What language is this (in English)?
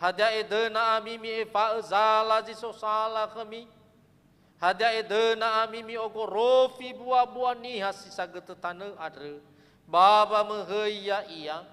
Nias